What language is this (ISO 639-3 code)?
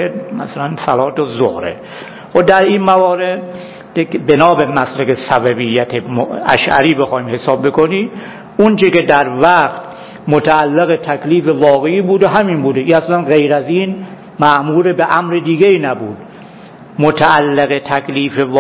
fas